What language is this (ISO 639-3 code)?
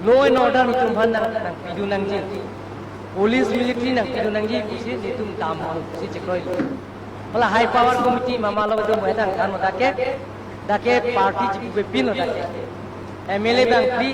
mjw